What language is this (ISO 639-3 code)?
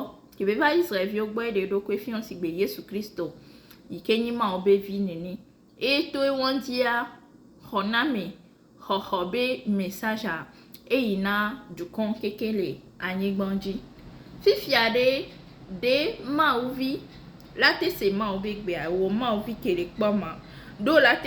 ewe